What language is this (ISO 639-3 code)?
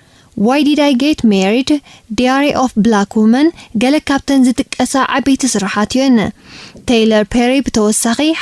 tir